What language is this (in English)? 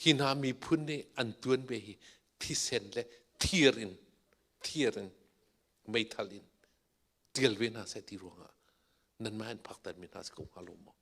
Hakha Chin